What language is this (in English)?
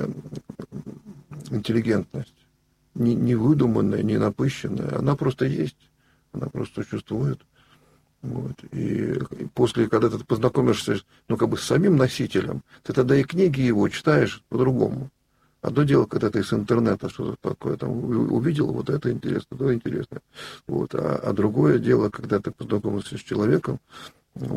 Russian